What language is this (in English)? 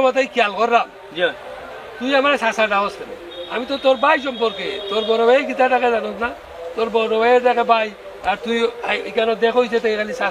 Sylheti